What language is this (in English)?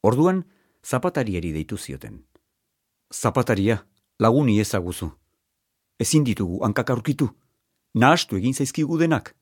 Basque